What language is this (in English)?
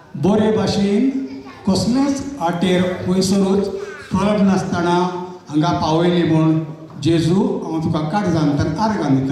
Konkani